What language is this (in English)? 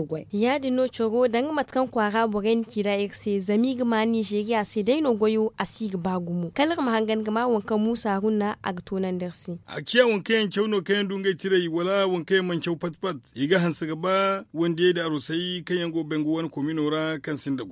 Zarma